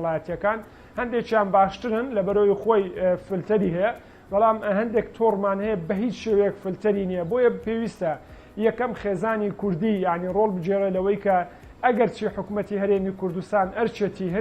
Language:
Central Kurdish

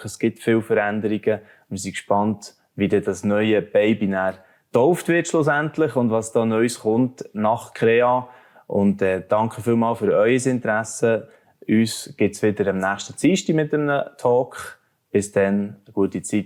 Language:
Swiss German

